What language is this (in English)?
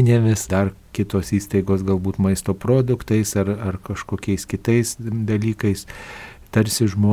Lithuanian